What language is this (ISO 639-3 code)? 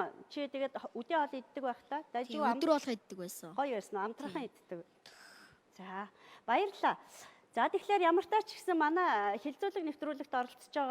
mon